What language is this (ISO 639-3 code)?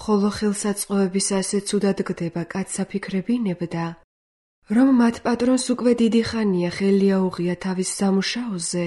kat